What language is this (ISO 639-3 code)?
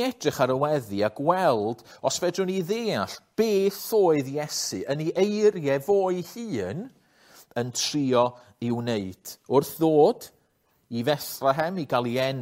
cym